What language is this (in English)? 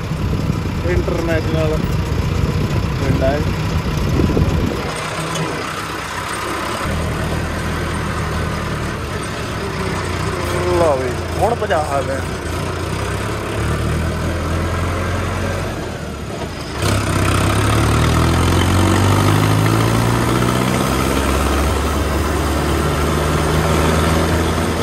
Punjabi